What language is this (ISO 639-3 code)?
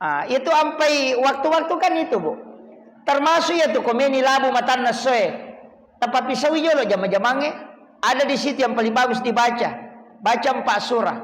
bug